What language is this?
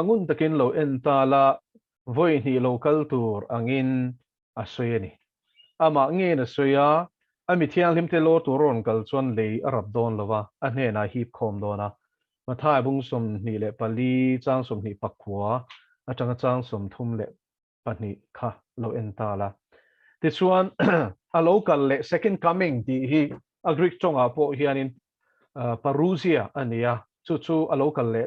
Mizo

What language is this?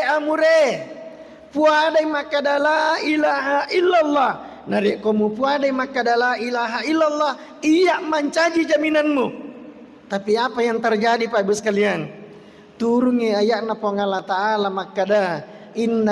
Buginese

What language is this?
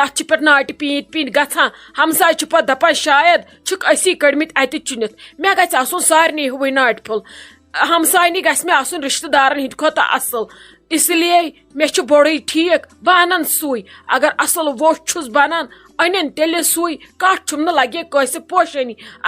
Kashmiri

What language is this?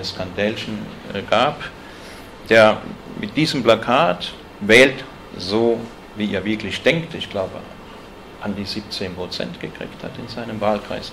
German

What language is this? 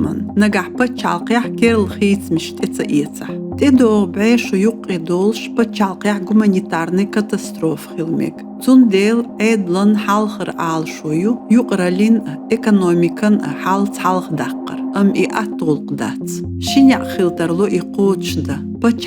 Chechen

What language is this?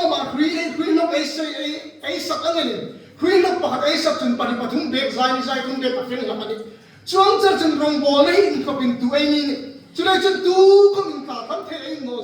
Hmar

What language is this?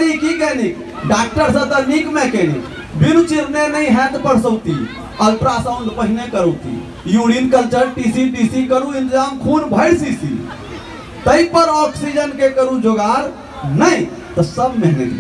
Maithili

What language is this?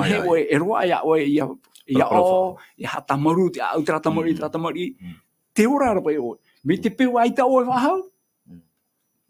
Tahitian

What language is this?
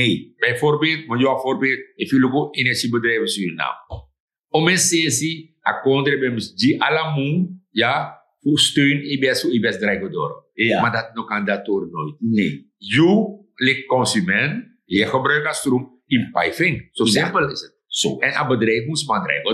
Sranan Tongo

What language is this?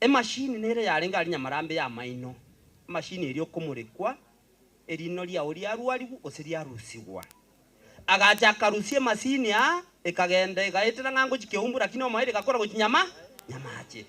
Gusii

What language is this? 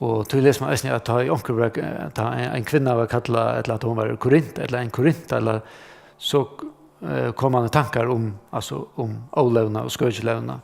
Faroese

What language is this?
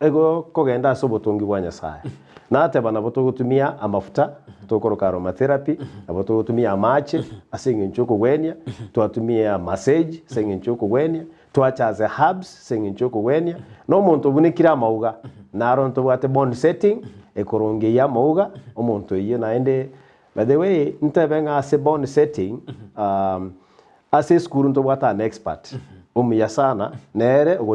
Gusii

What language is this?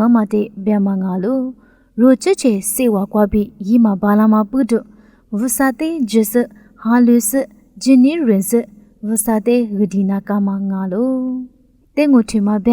Lisu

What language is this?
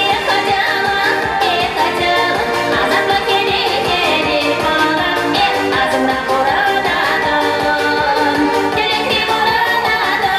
Chuvash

